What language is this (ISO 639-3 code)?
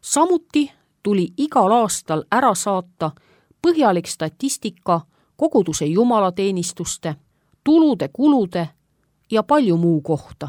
est